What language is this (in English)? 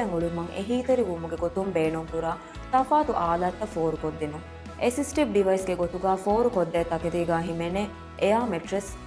Divehi